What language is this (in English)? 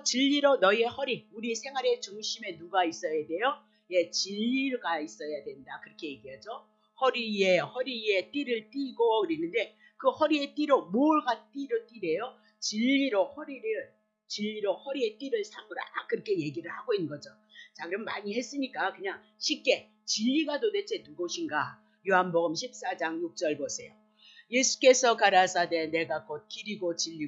Korean